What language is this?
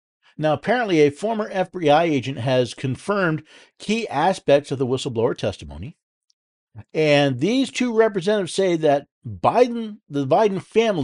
English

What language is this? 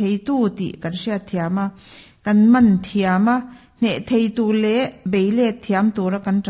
Mizo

